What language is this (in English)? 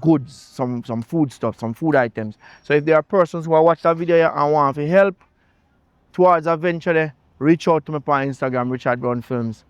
Jamaican Creole English